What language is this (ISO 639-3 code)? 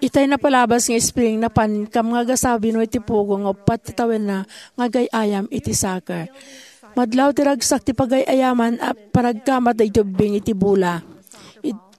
ilo